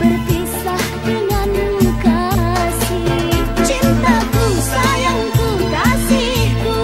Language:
Musi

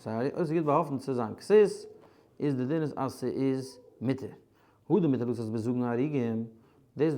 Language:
Yiddish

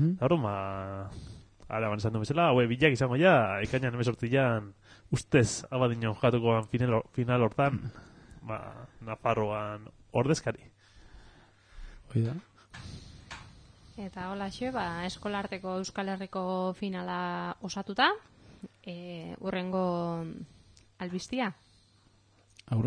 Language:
Basque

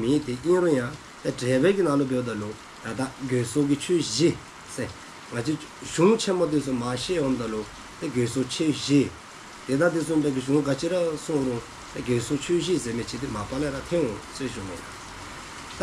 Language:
Dzongkha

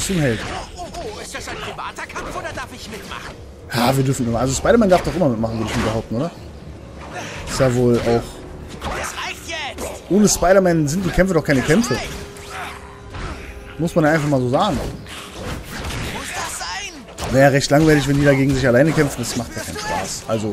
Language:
German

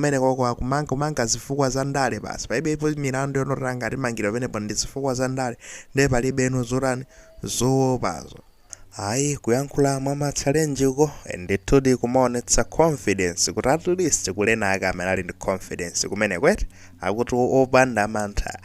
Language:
Nyanja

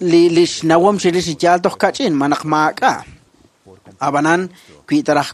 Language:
Kekchí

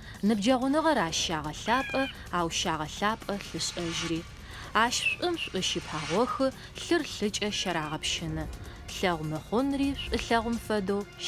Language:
Adyghe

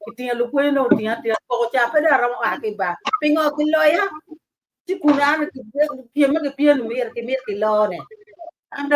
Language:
Acoli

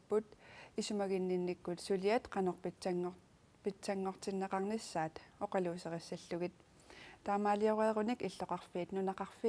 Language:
Kalaallisut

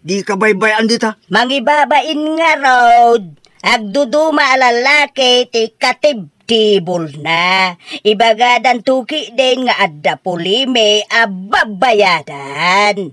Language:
Iloko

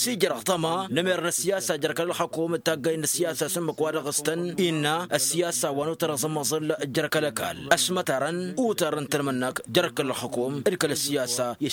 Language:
Tamasheq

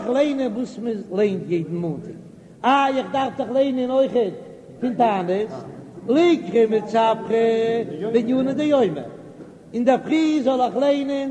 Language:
Yiddish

